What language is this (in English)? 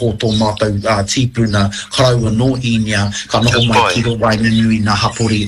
Māori